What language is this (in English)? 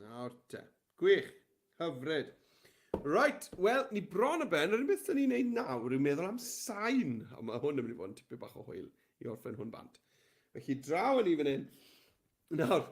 Welsh